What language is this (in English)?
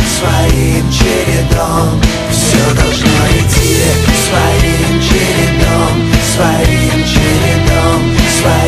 Russian